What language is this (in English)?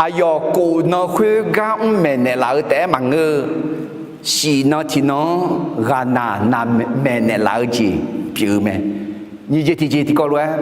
Akha